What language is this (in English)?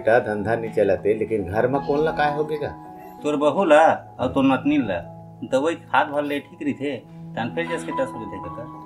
Chhattisgarhi